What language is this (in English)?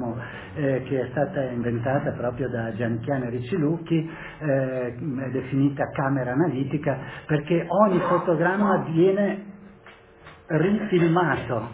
Italian